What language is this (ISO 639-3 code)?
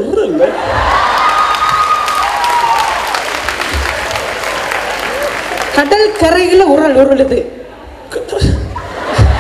tam